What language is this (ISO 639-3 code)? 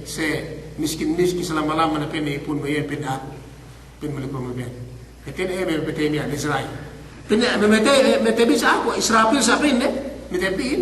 yka